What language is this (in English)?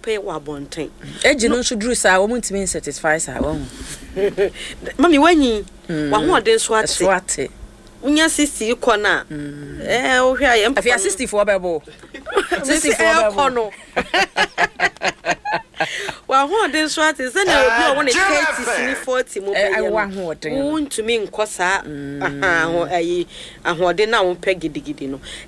Akan